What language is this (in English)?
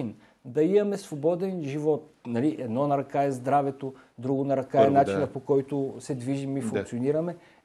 Bulgarian